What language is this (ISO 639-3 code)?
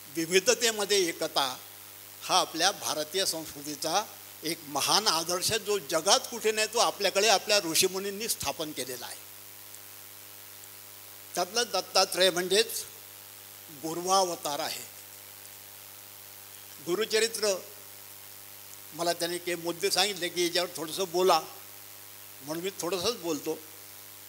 mar